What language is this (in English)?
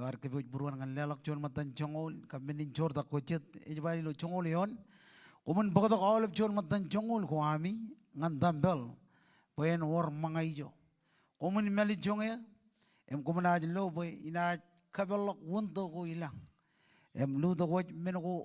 Marshallese